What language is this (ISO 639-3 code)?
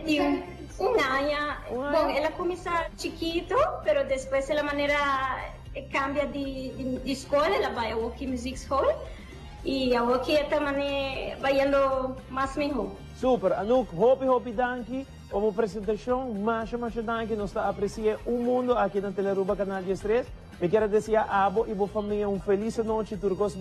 pap